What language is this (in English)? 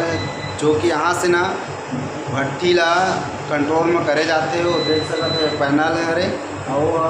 Chhattisgarhi